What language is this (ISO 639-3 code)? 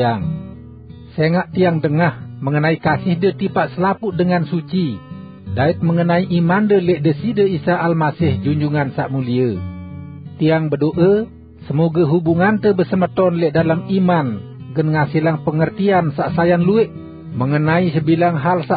sas